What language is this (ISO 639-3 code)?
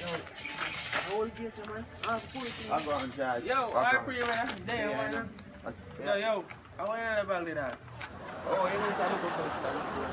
jam